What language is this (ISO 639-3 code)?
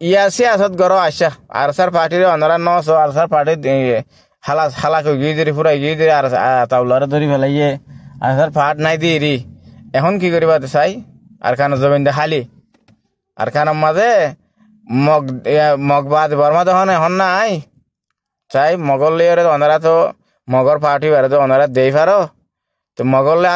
rhg